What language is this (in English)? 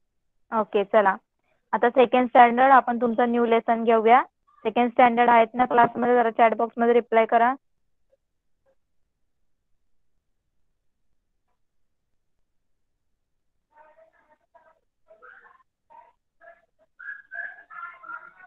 Marathi